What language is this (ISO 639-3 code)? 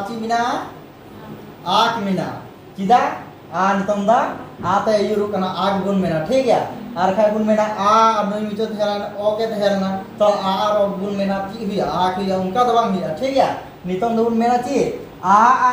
sat